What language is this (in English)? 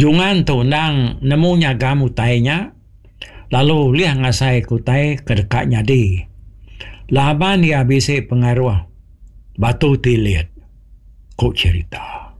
Iban